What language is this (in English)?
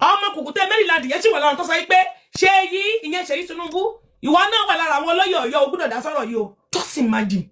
Yoruba